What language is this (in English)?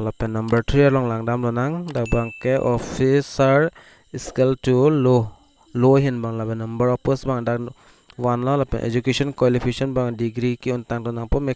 Karbi